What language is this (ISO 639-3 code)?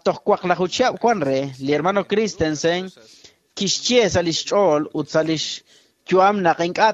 kek